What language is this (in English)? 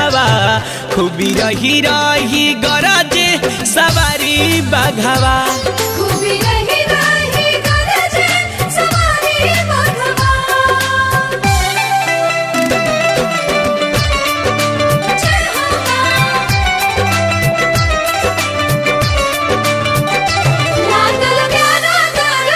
Bhojpuri